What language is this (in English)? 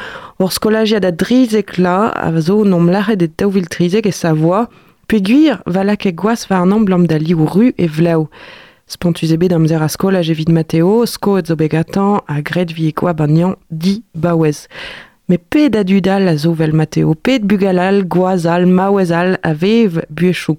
Breton